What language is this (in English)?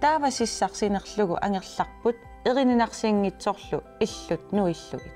Kalaallisut